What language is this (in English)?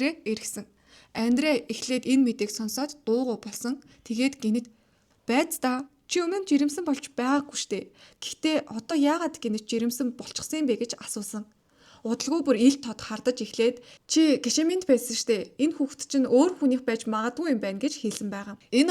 Mongolian